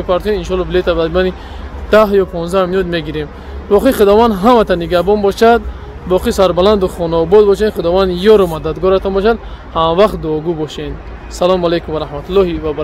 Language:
Tajik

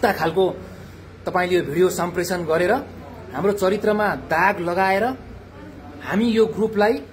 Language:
Nepali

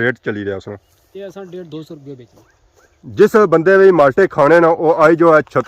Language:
Pahari-Potwari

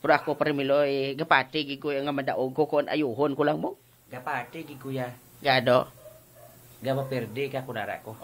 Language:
Hiligaynon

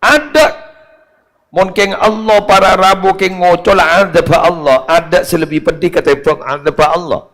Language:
Madurese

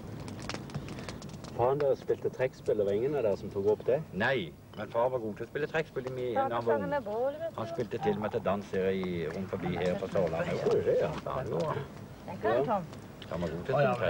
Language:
Norwegian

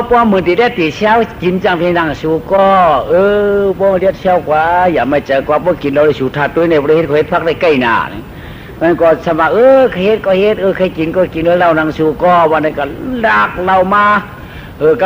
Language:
Shan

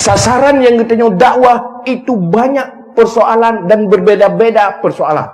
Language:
Achinese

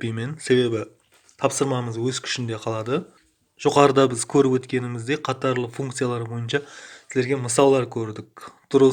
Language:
Kara-Kalpak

